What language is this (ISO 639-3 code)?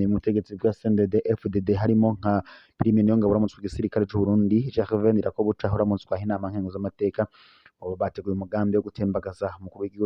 run